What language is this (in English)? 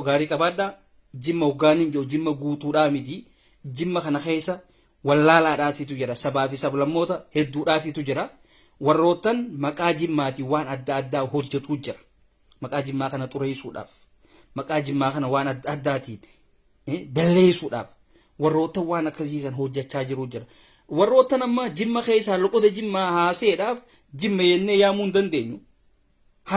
Oromo